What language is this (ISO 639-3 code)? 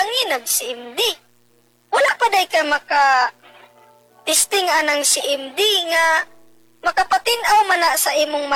ceb